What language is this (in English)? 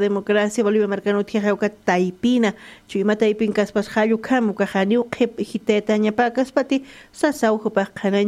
Aymara